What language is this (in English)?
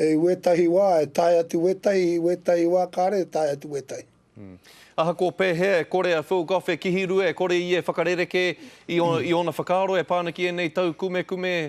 Māori